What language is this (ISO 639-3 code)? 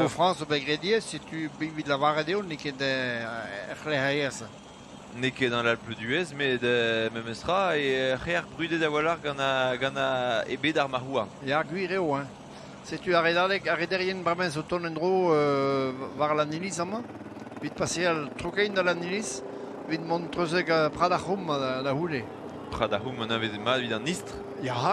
bre